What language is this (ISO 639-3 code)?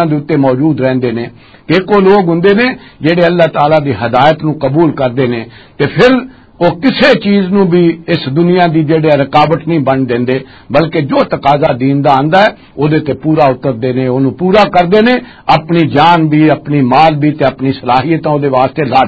lah